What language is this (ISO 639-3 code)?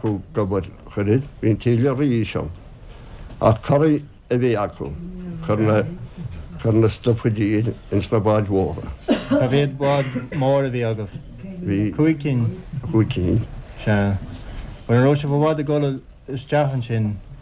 gle